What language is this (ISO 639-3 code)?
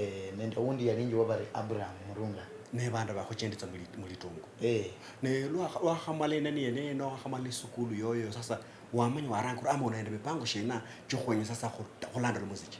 luy